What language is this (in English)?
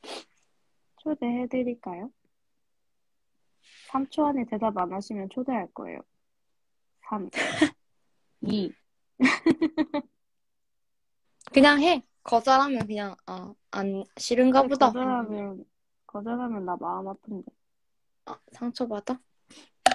Korean